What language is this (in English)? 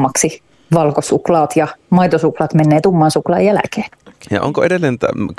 Finnish